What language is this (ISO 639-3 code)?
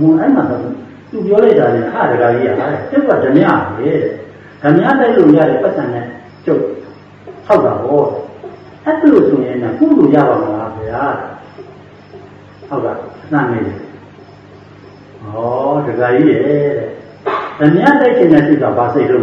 mya